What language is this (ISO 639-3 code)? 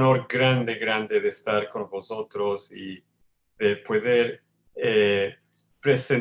lad